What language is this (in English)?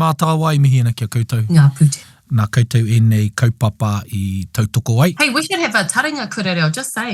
Māori